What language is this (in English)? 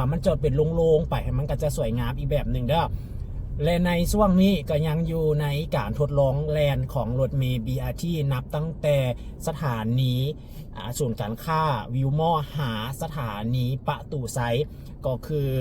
Lao